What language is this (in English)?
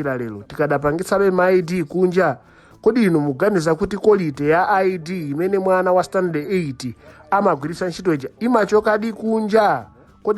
Nyanja